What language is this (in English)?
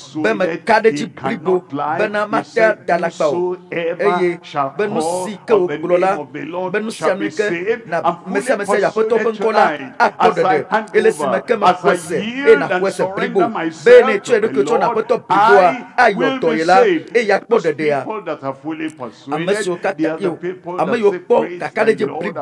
Ewe